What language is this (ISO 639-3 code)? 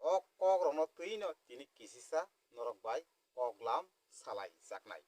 trp